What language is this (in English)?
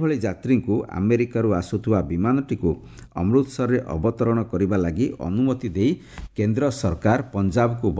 Odia